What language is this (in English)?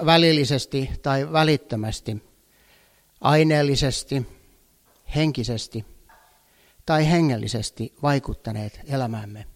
Finnish